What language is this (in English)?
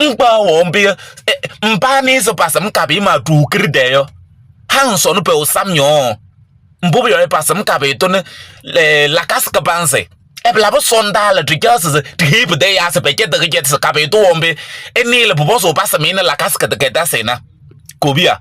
Kabiyè